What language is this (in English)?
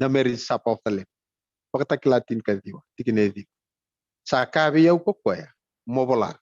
Fijian